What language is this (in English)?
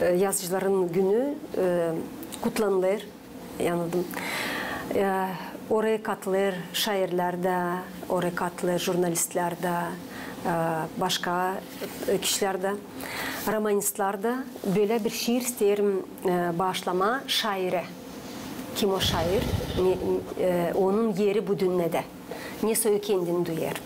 Gagauz